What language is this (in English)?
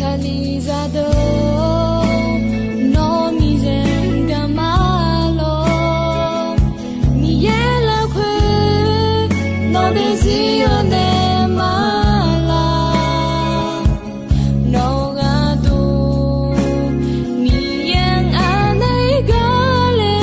Akha